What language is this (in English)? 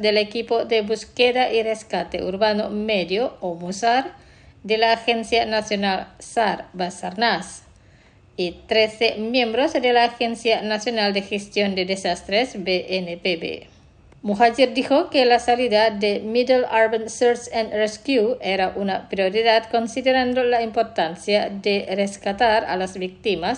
Spanish